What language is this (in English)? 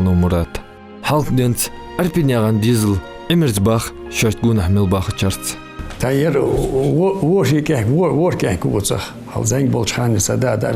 Ingush